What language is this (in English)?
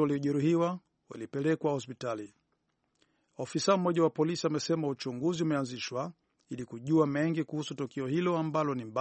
Swahili